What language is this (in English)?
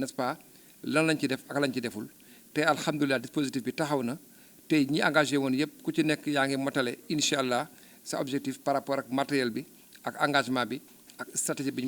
Wolof